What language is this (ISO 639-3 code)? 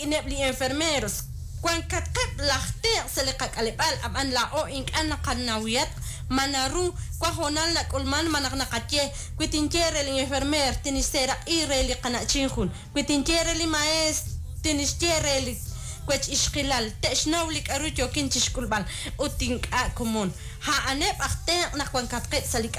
kek